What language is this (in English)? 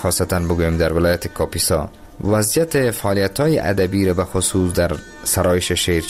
Persian